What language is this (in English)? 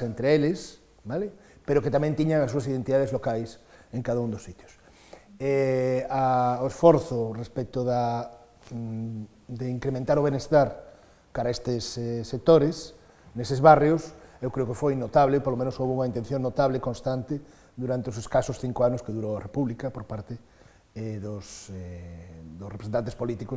Galician